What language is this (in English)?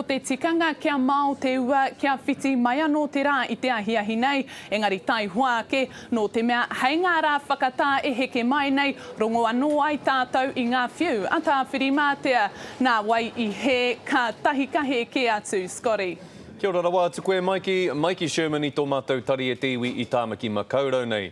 Māori